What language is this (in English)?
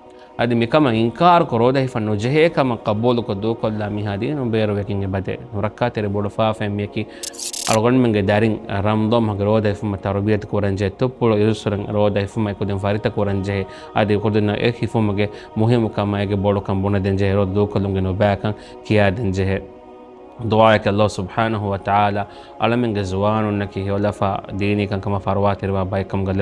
Divehi